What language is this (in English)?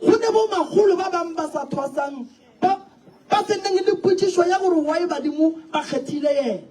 Northern Sotho